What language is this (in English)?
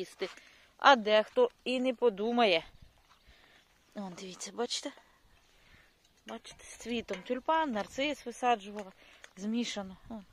Ukrainian